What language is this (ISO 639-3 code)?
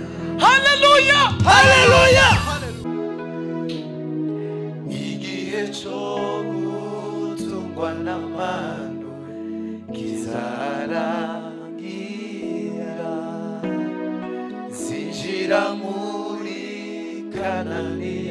kin